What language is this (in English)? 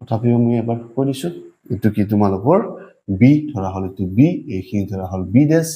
Assamese